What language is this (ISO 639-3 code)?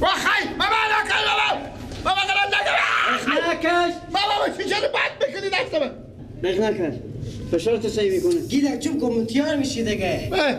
fas